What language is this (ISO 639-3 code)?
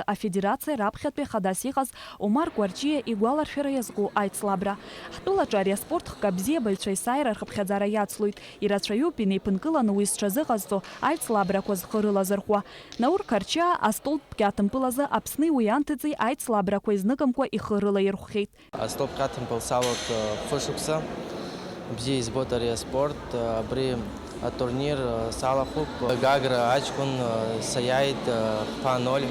abk